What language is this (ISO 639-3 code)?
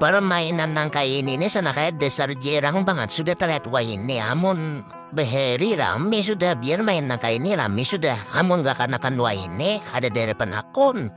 bjn